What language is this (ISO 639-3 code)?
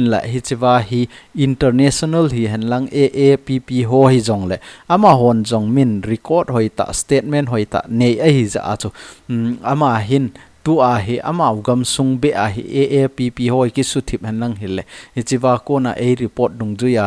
tcz